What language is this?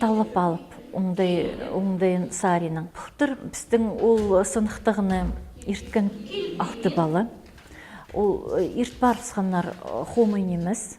Khakas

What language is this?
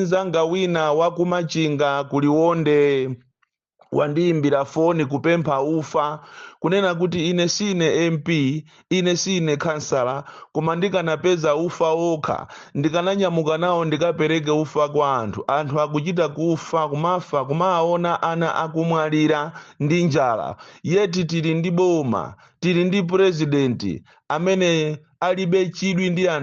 Nyanja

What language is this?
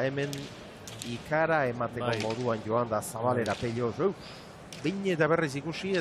Basque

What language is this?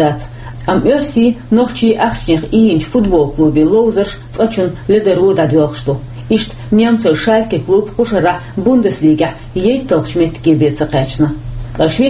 Chechen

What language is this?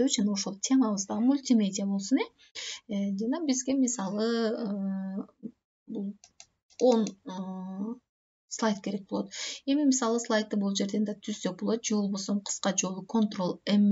Kyrgyz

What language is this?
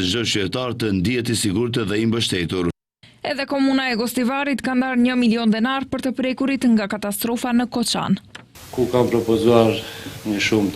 Albanian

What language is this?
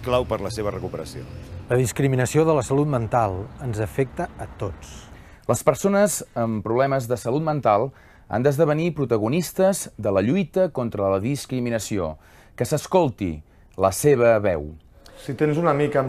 Catalan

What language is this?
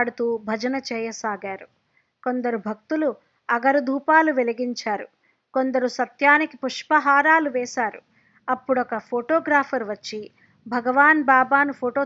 Telugu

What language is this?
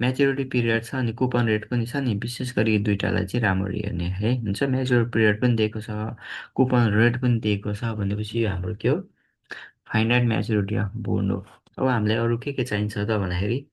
Nepali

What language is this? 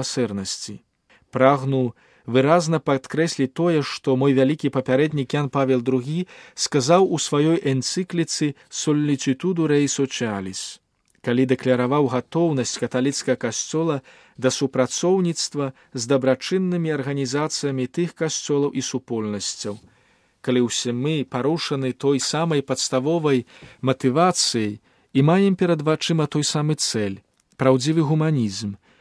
Belarusian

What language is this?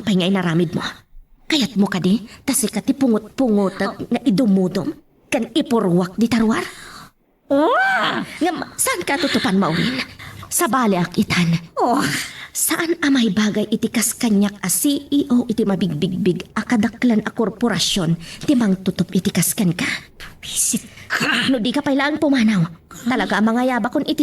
Iloko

